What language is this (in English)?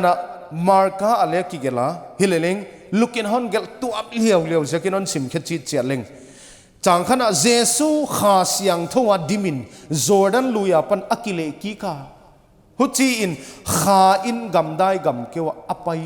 Paite Chin